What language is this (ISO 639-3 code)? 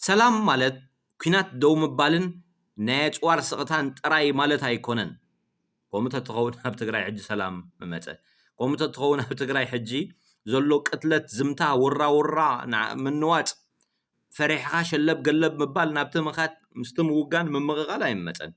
tir